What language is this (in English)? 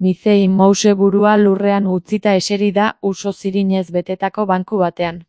Basque